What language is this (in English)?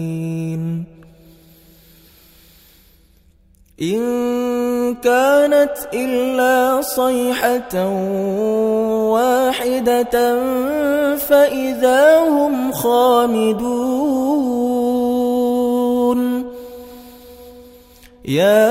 Arabic